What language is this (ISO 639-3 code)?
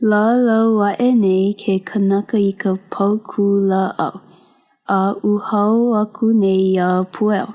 haw